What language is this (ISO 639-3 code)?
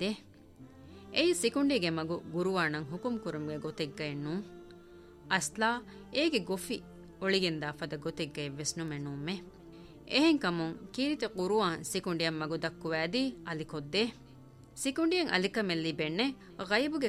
div